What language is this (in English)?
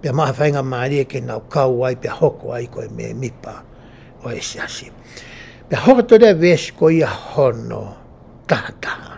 Tongan